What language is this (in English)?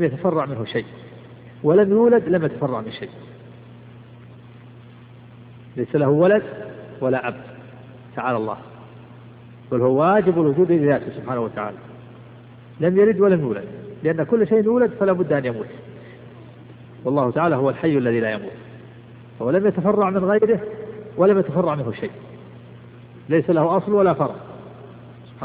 Arabic